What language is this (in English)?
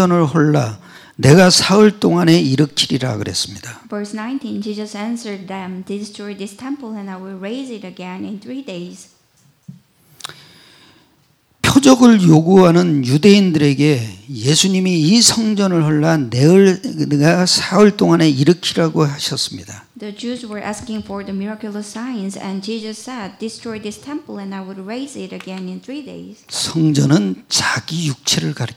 Korean